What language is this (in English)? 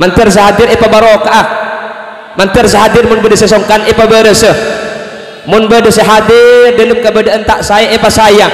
Madurese